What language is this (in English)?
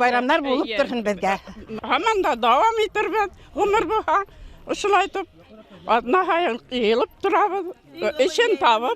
Bashkir